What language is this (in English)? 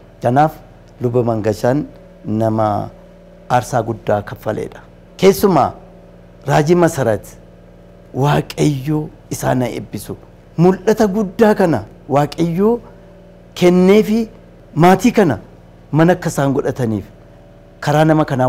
Oromo